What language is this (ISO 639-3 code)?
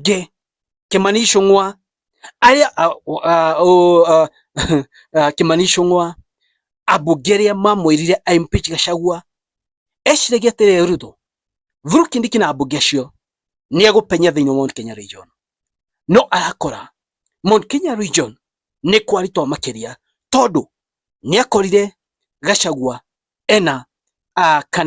kik